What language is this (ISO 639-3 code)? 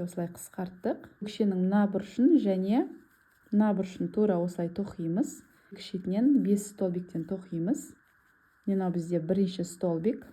kaz